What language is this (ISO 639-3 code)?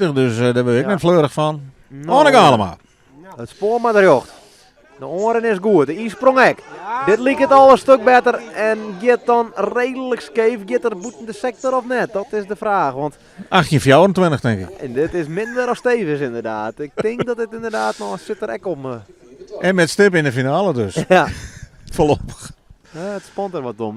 fry